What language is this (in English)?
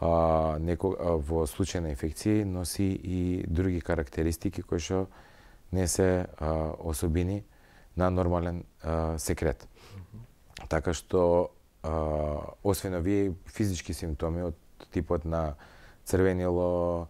Macedonian